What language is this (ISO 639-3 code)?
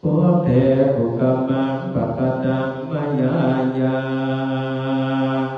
pli